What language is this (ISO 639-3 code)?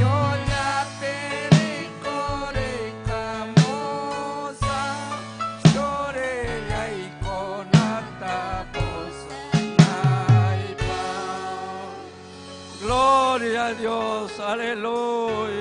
quy